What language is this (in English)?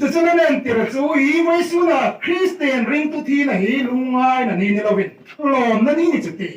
Hmar